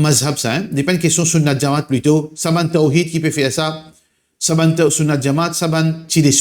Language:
Morisyen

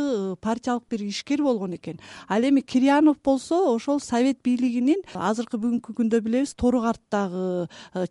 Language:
Kyrgyz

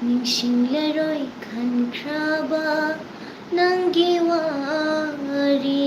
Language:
Manipuri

